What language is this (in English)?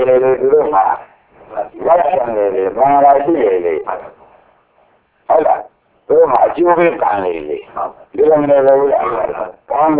Burmese